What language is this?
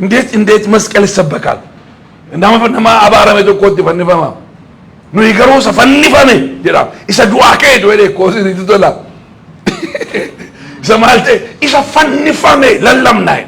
Oromo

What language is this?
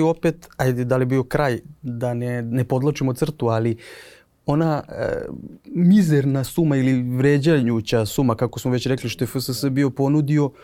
Serbian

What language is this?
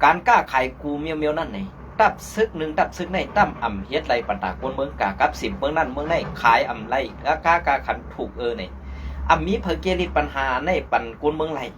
Shan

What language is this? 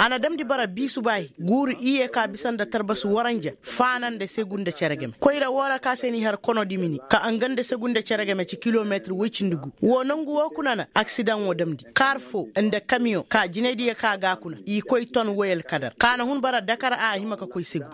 Koyraboro Senni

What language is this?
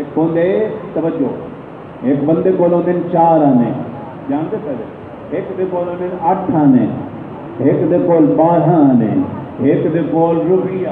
Saraiki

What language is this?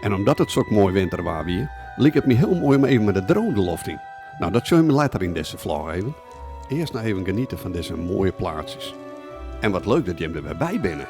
Western Frisian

